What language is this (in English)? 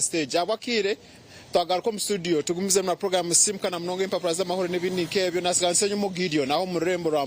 Nyankole